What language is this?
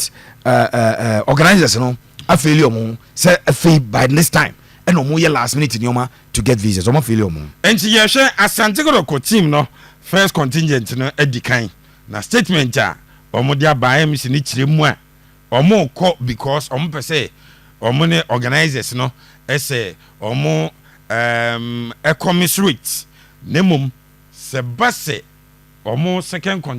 Akan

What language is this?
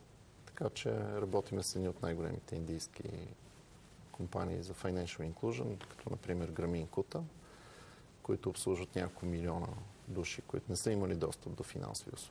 Bulgarian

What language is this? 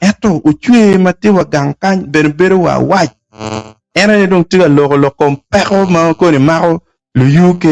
Acoli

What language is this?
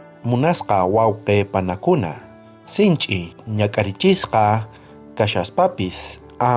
South Bolivian Quechua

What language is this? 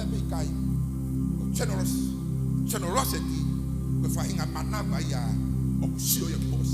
Tongan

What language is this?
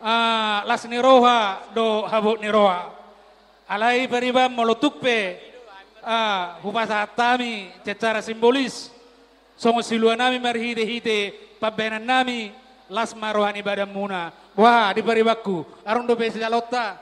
Batak Toba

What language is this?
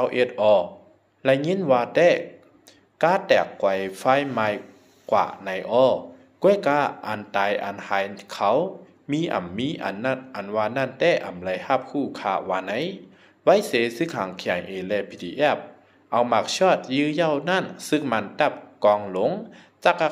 Shan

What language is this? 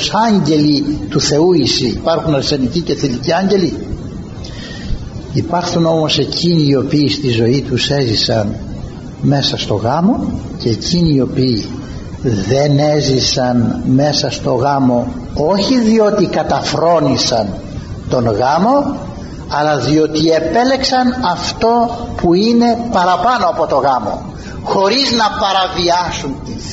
Greek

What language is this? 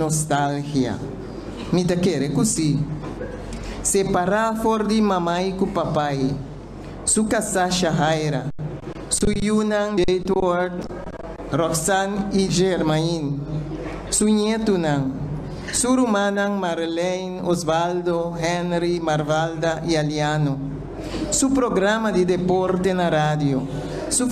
Papiamento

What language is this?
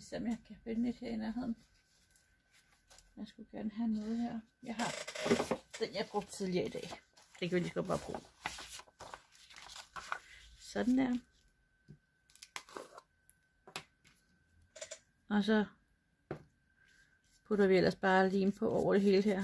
Danish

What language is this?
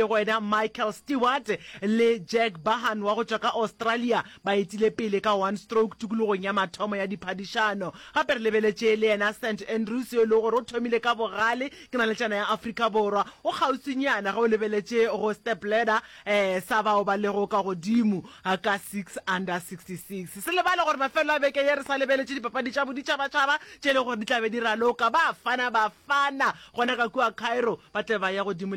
Northern Sotho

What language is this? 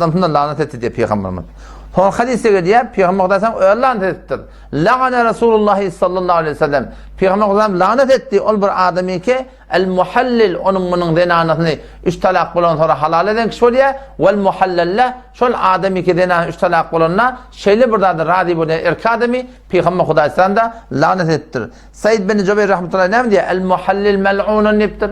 Turkmen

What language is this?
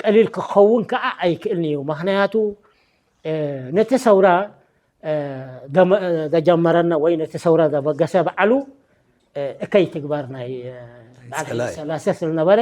Tigrinya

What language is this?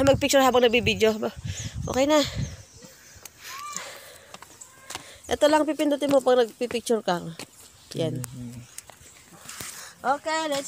Filipino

